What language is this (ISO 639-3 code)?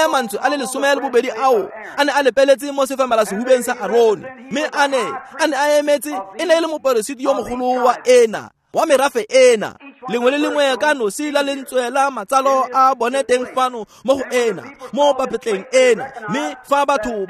tsn